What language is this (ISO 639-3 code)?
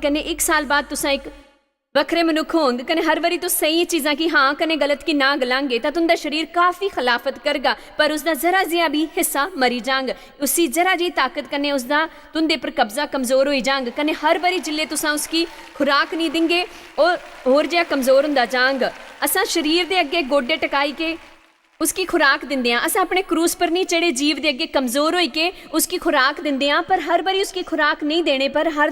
doi